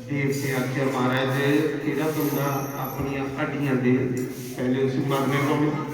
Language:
Dogri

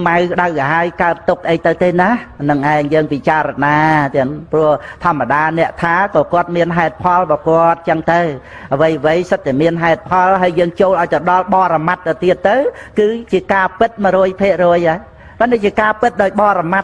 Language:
Khmer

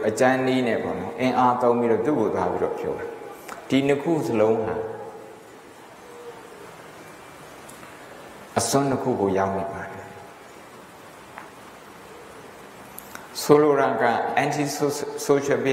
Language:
Burmese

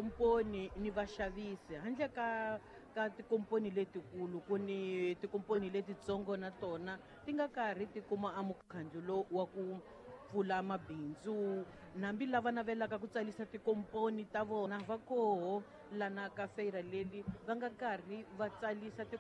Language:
Tsonga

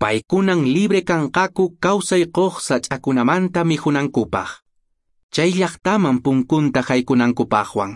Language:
Quechua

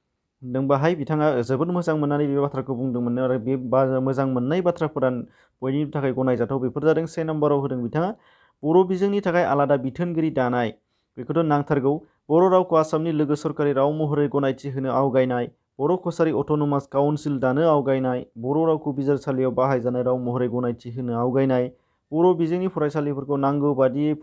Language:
Bodo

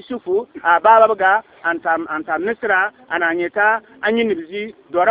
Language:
Bissa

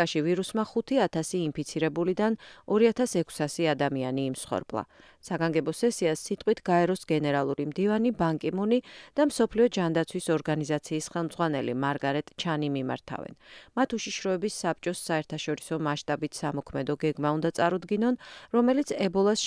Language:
Georgian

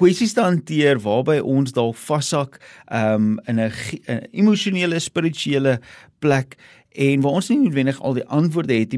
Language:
Afrikaans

